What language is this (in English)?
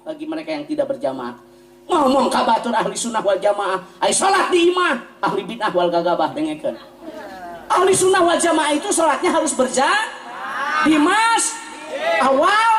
Sundanese